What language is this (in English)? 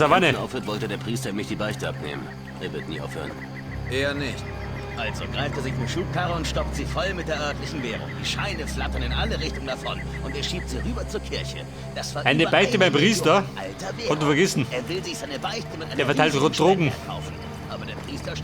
Bavarian